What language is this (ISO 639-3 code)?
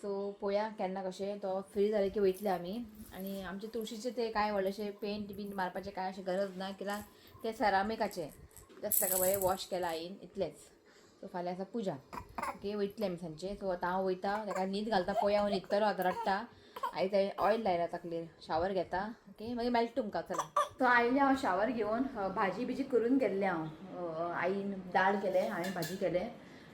kok